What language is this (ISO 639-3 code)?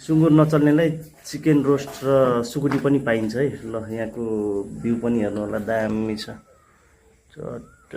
nep